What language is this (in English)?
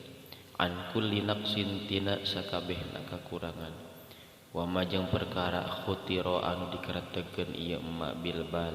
Sundanese